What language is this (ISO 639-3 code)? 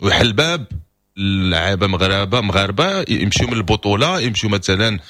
ary